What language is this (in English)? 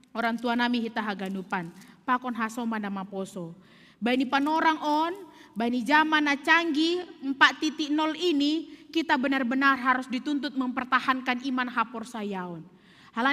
Batak Simalungun